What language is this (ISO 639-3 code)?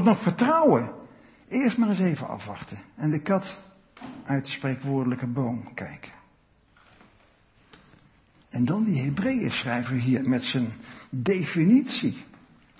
nld